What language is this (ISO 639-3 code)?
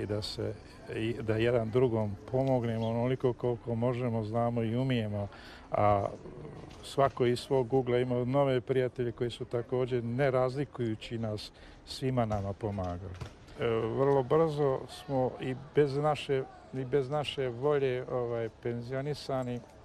bos